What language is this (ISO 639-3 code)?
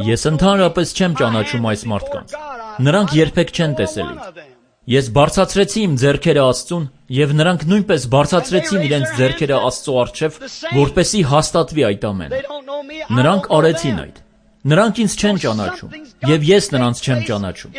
hye